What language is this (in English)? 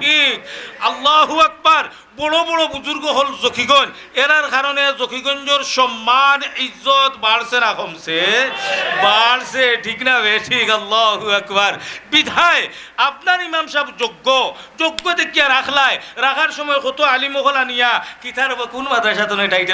Sylheti